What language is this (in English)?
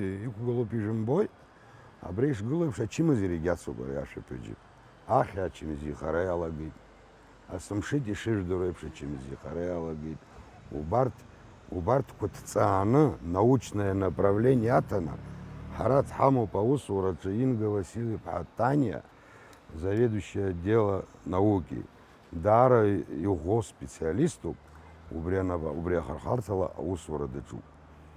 Abkhazian